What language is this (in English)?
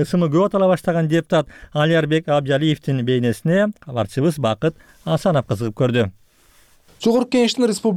Kyrgyz